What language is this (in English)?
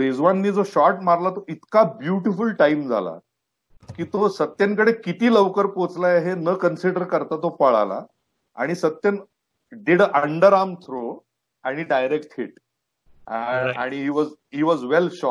Marathi